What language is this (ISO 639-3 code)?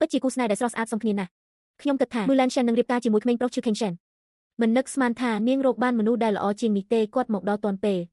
khm